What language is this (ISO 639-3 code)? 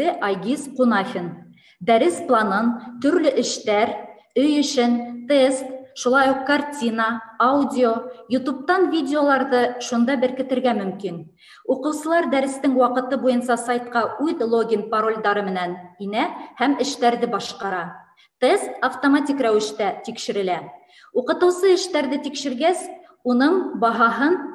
bak